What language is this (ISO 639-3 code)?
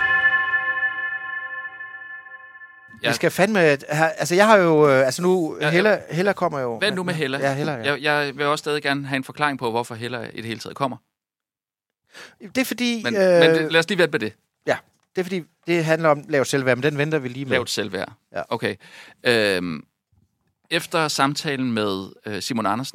dan